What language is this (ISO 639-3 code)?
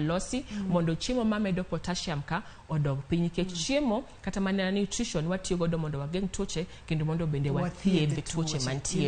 luo